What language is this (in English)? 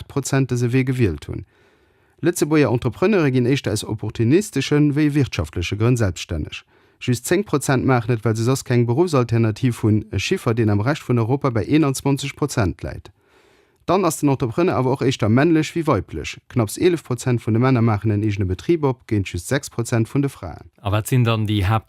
Luxembourgish